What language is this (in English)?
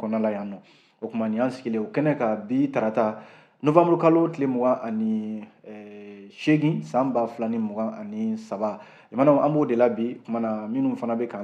Bambara